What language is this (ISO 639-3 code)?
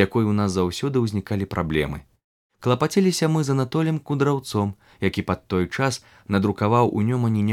bel